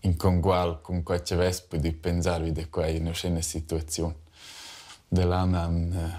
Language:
Romansh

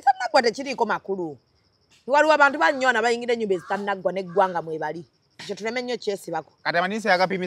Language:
Ganda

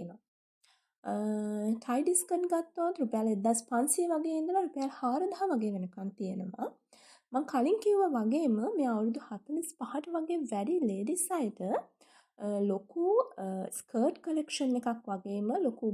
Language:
Sinhala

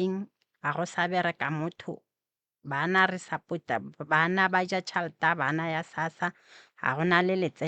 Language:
Northern Sotho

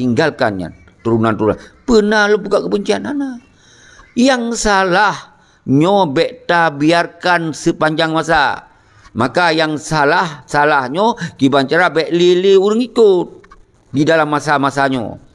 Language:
Achinese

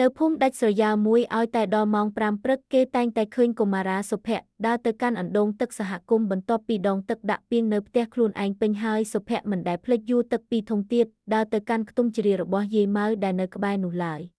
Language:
Khmer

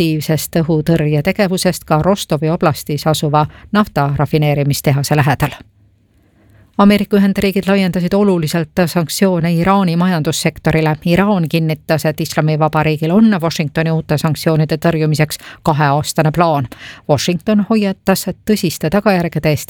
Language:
Estonian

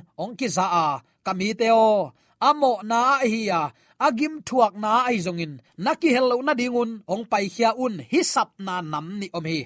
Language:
Tedim Chin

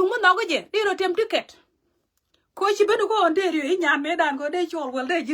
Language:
Nuer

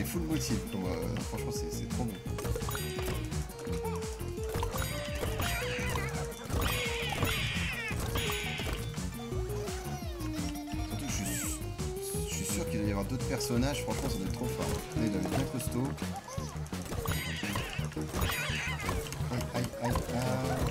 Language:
French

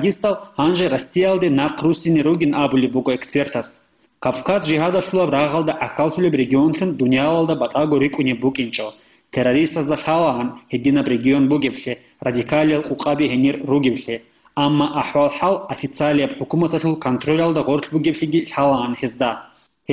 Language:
Avaric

